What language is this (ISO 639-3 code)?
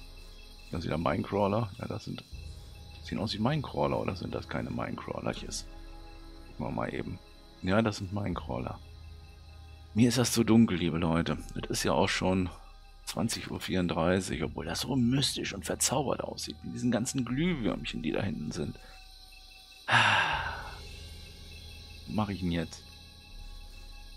deu